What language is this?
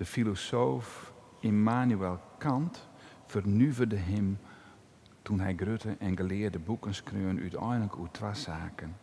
Western Frisian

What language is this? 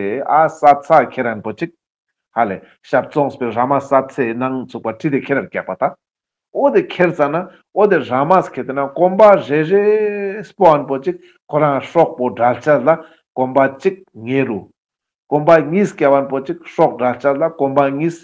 Ladakhi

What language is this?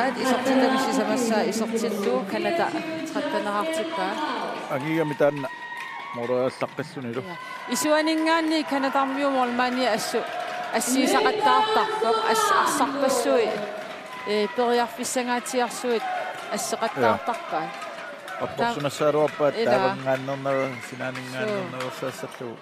Kalaallisut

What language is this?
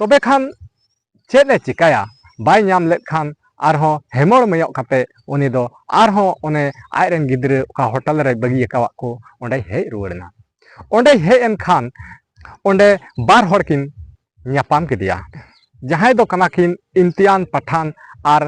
Santali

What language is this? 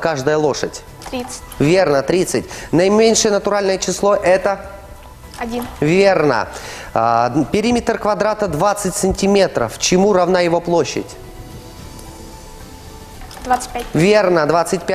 Russian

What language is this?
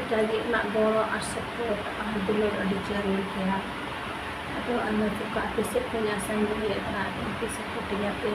Santali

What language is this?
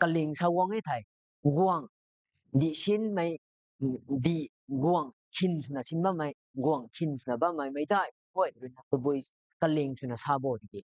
Rongmei Naga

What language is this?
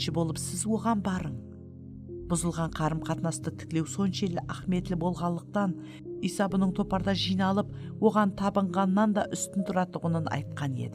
Kara-Kalpak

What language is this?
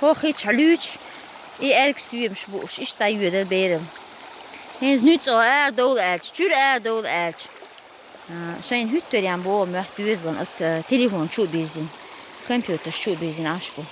Chechen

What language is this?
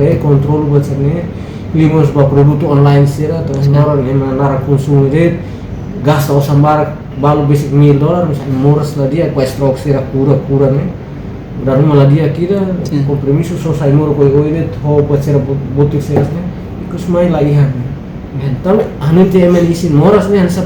Tetum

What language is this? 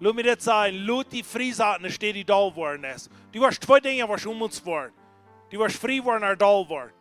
Plautdietsch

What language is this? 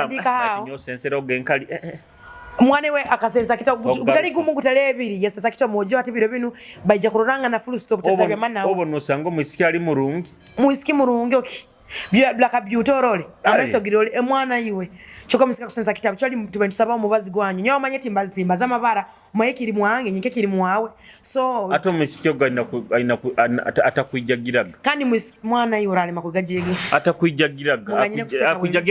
Nyoro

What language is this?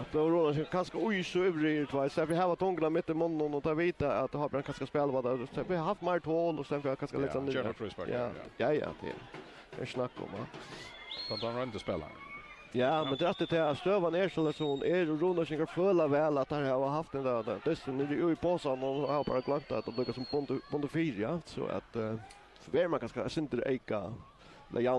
Faroese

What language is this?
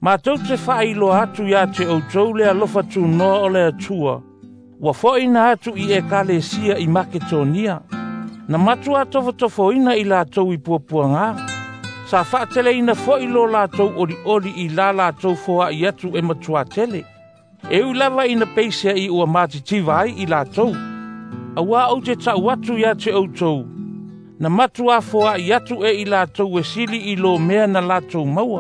Samoan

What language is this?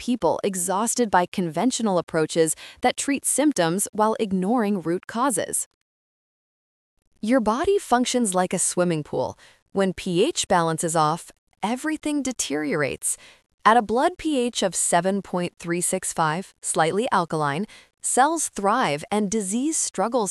English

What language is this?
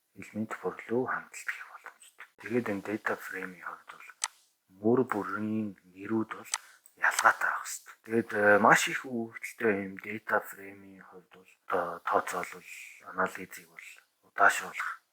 Mongolian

